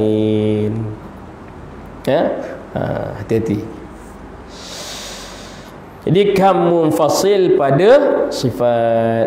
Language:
Malay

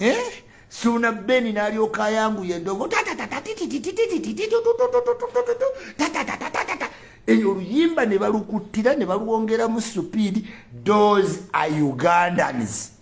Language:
Ganda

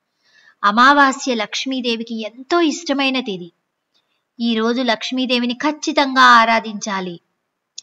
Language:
Telugu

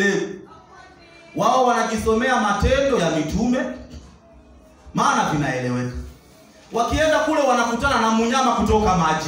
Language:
Swahili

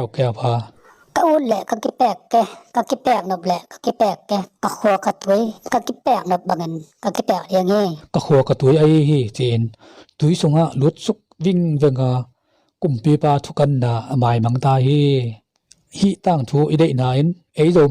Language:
Tedim Chin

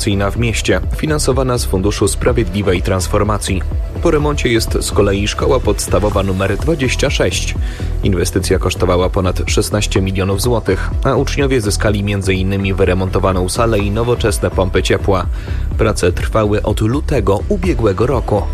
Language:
Polish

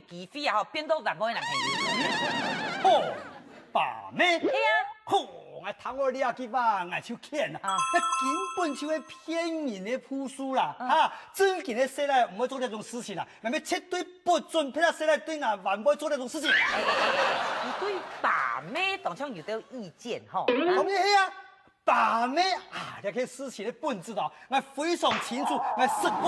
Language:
Hakka Chinese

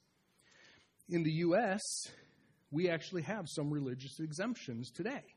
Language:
English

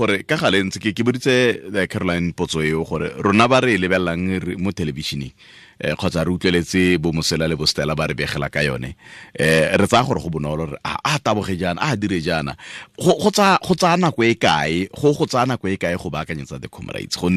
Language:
Tswana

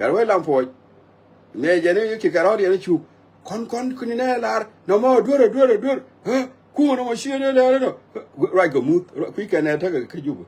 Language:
Nuer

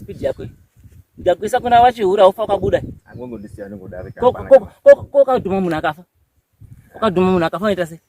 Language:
Shona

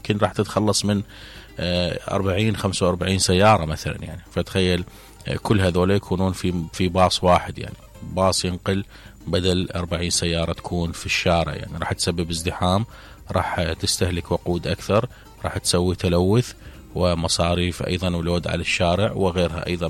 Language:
Mesopotamian Arabic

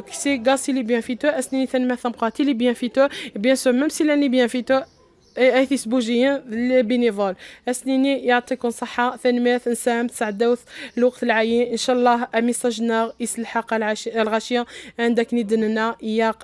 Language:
Kabyle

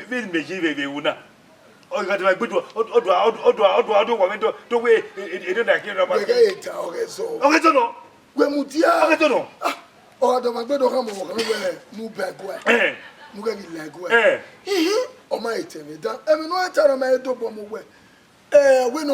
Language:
Bini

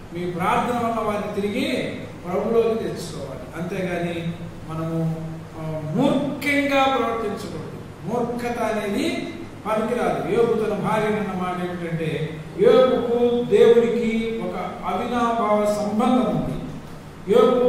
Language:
Telugu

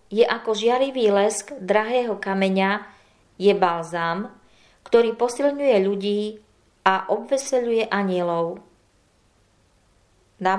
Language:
Slovak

